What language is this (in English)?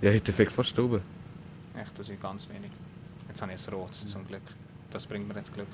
Swiss German